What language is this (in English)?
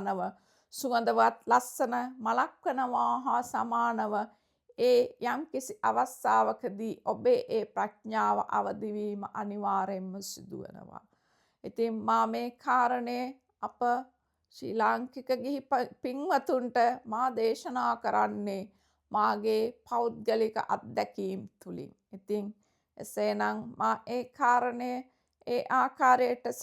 Sinhala